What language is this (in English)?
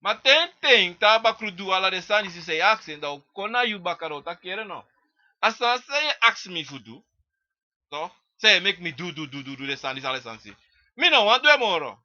Sranan Tongo